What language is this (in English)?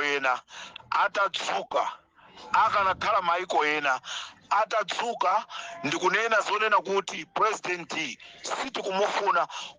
Nyanja